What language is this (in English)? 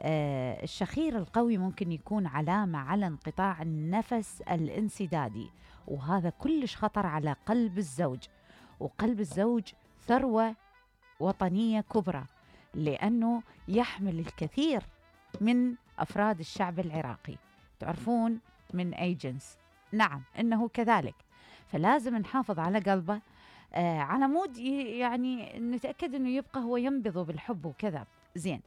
Mesopotamian Arabic